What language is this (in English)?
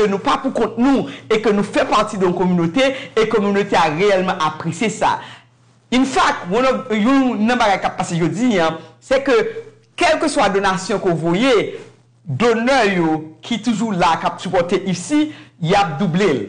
Haitian Creole